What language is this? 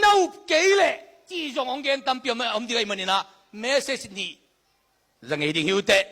Tedim Chin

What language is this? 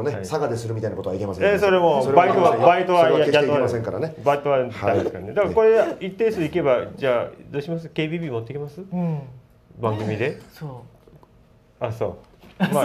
Japanese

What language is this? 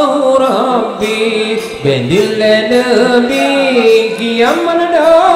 Achinese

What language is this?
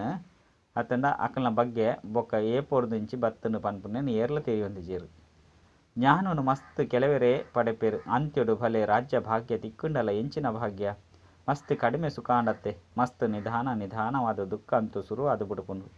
Tulu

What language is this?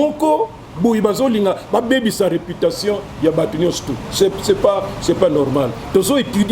Lingala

